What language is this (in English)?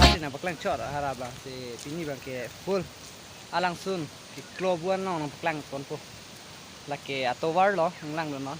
Karbi